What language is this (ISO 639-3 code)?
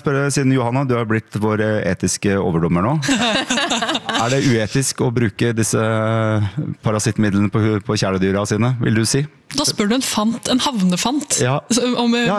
nor